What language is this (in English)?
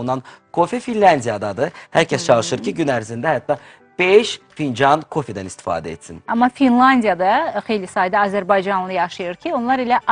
Azerbaijani